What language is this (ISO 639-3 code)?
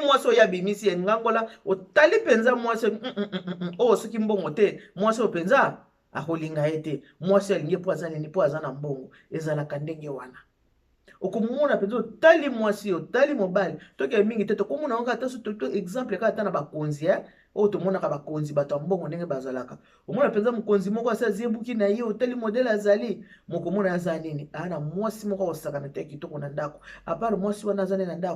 lin